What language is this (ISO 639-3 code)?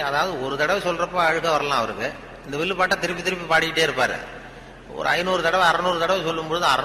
tam